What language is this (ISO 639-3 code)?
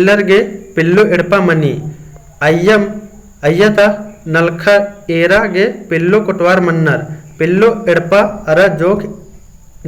kru